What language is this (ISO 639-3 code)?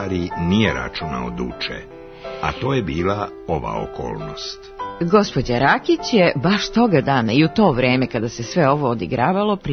srp